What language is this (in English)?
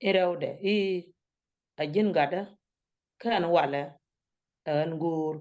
Nuer